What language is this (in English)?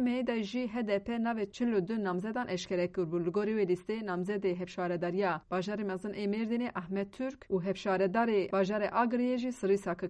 Kurdish